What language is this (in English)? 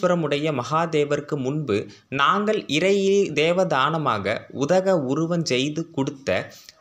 Tamil